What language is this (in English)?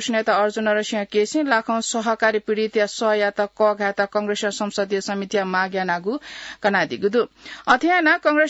Newari